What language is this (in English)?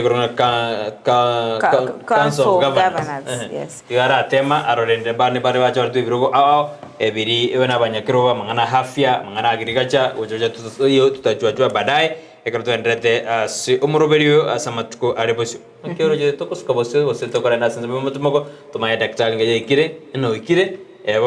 Gusii